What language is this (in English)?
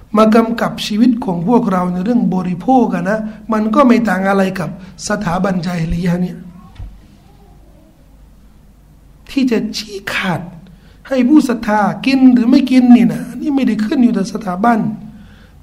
Thai